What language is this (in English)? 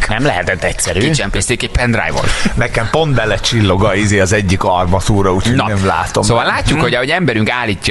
Hungarian